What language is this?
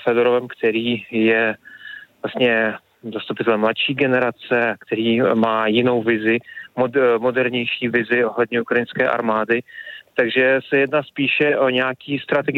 Czech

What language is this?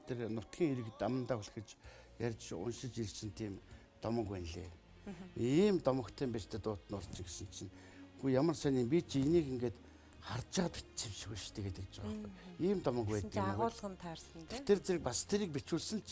Mongolian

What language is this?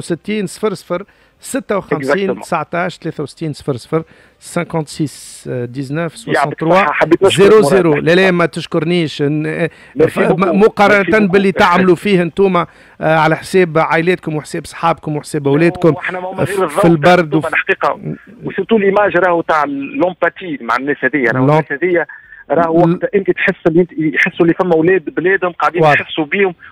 Tunisian Arabic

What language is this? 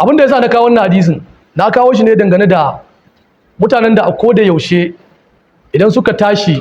Hausa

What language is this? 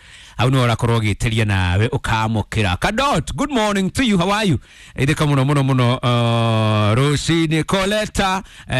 Kikuyu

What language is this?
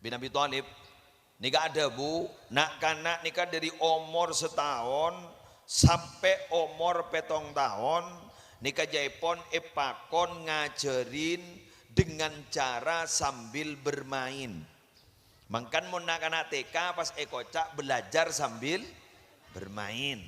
Madurese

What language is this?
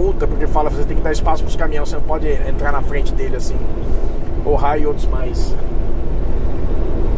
Portuguese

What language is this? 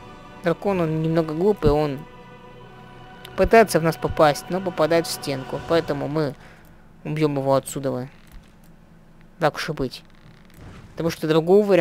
Russian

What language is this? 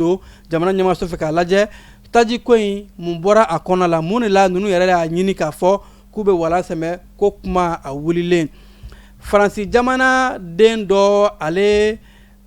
Bambara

